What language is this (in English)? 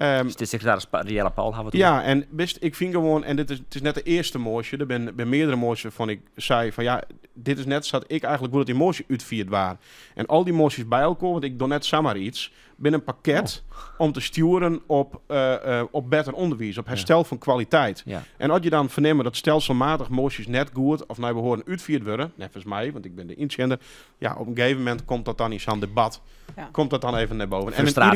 Western Frisian